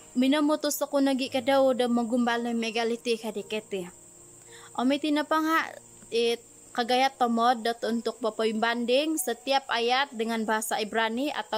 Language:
Central Dusun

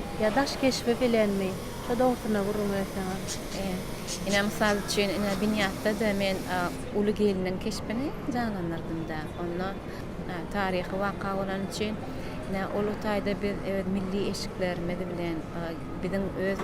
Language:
Turkmen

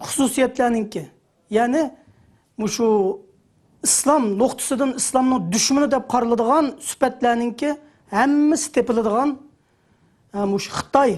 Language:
Uyghur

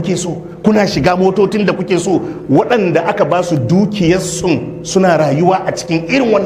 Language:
Hausa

